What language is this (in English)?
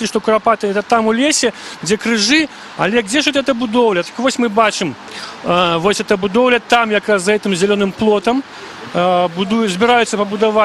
Belarusian